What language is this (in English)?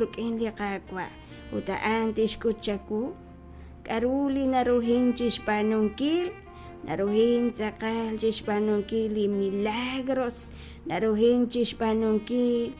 Kekchí